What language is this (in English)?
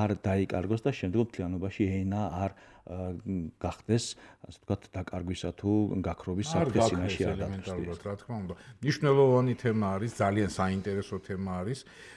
Georgian